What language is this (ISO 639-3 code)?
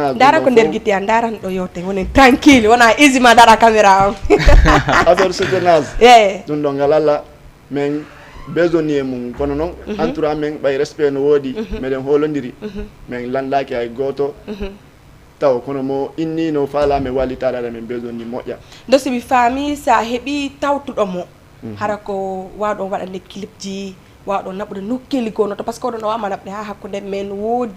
ful